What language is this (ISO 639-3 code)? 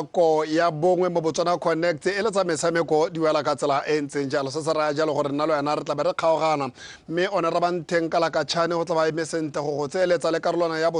tsn